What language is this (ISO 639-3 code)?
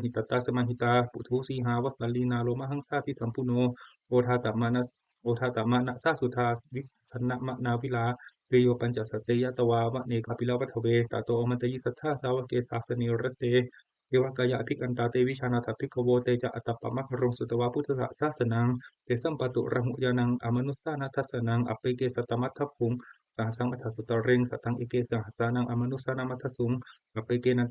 pli